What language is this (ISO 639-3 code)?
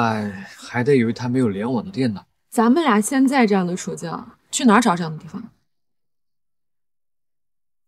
zho